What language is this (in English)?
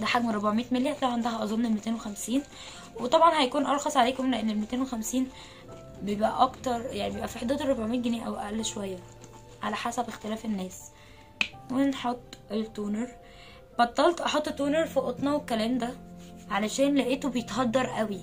Egyptian Arabic